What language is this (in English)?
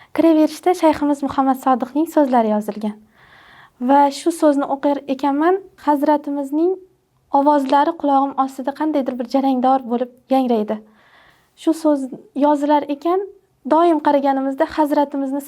Uzbek